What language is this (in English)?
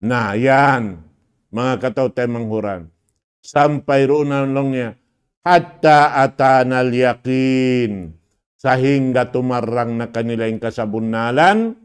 Tausug